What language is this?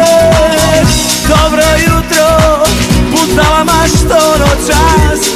Croatian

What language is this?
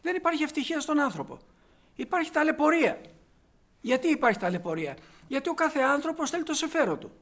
Greek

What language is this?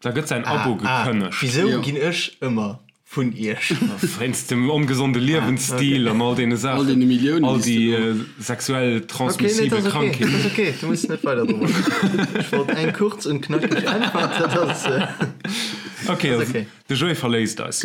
Luxembourgish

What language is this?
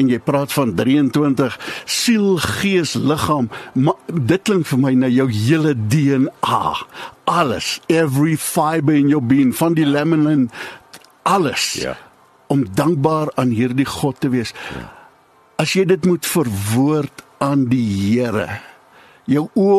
Afrikaans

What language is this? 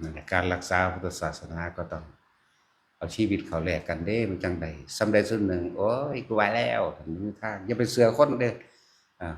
Northeastern Thai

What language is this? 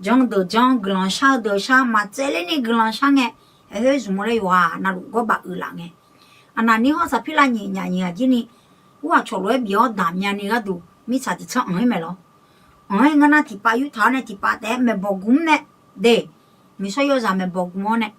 Akha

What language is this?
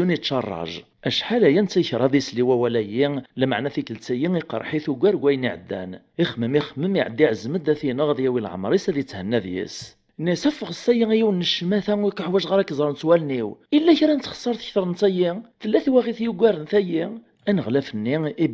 Kabyle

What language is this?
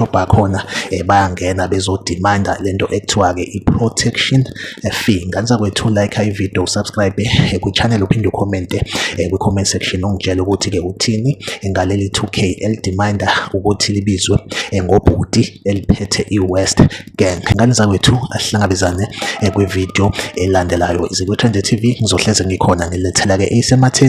Zulu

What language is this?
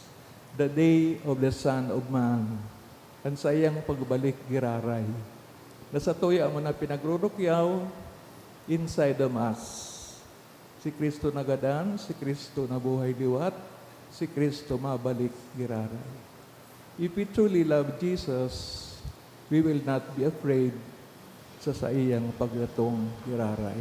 Bikol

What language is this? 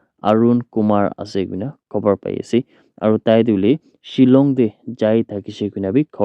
Naga Pidgin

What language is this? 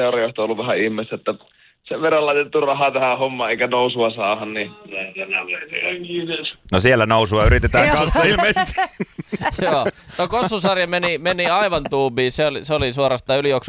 Finnish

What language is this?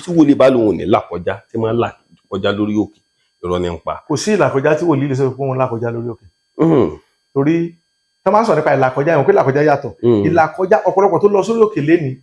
Yoruba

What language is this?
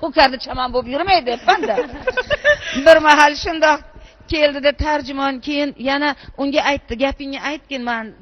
Uzbek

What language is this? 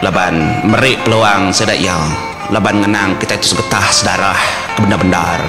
Iban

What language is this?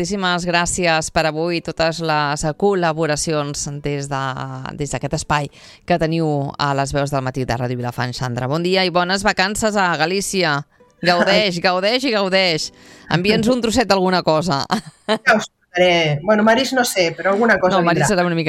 Catalan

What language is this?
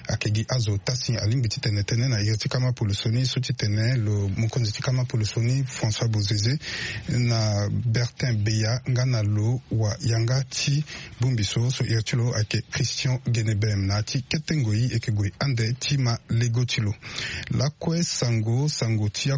Sango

